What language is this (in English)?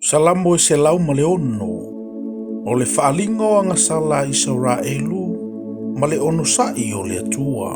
Samoan